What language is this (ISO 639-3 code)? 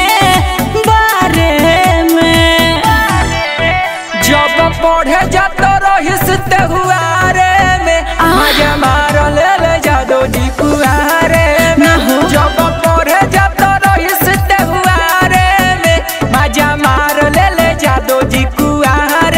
bho